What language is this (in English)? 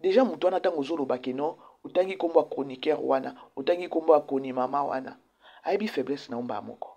Lingala